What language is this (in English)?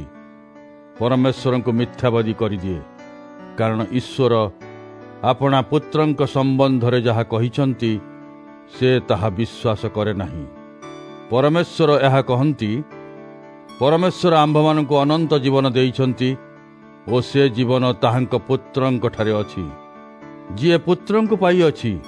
Odia